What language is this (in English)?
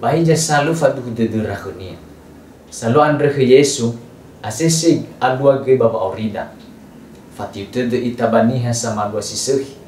Nias